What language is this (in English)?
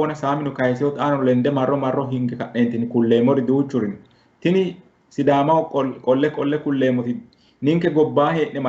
Sidamo